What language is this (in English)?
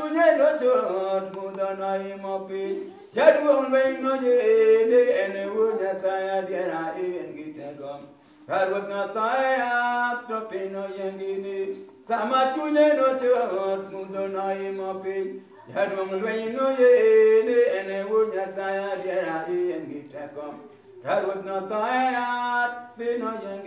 Luo (Kenya and Tanzania)